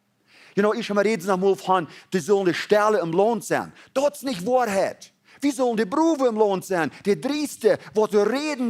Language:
Plautdietsch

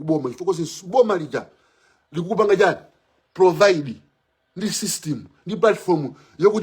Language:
Nyanja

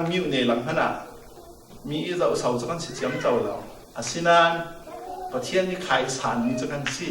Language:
Falam Chin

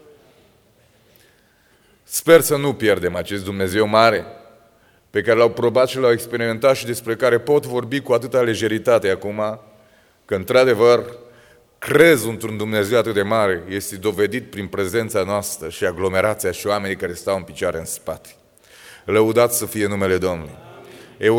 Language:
Romanian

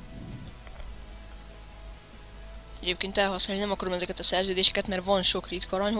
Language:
Hungarian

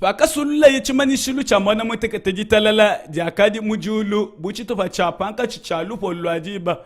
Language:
Luba-Lulua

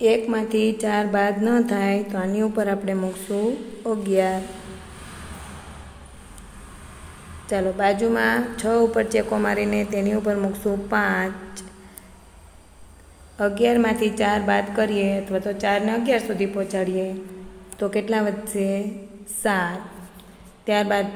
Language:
Gujarati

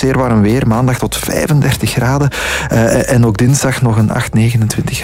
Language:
Dutch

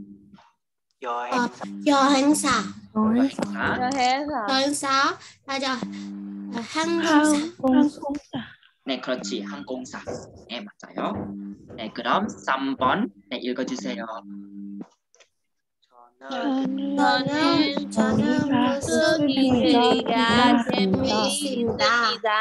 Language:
Korean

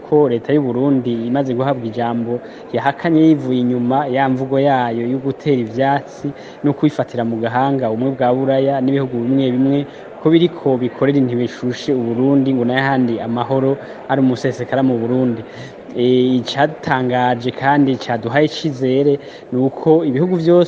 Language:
Rundi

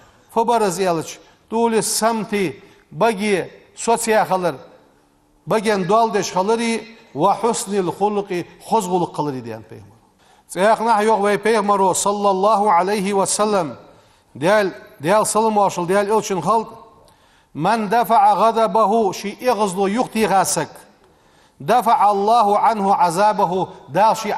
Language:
Ingush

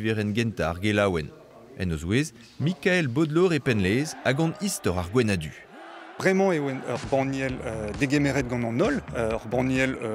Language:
Breton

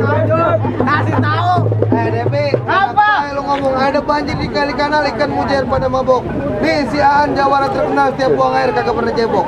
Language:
Betawi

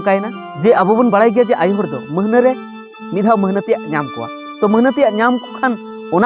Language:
Santali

